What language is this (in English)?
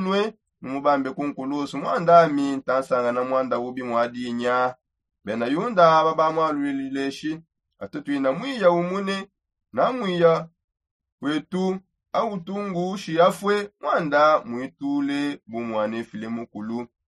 Songe